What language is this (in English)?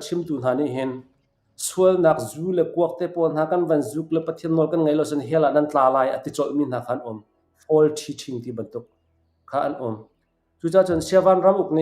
Hakha Chin